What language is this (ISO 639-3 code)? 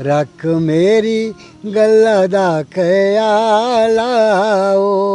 doi